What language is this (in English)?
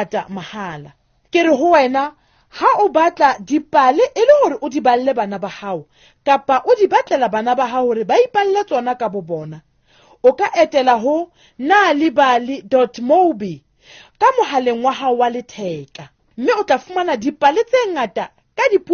Southern Sotho